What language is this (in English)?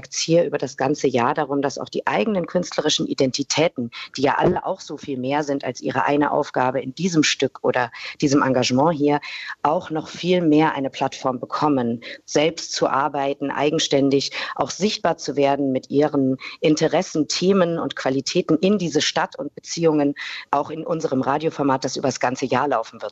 German